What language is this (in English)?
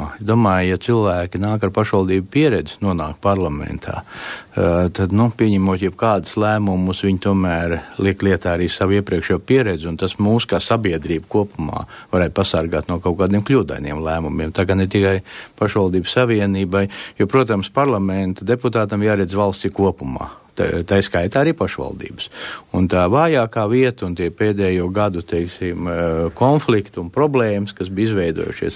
Latvian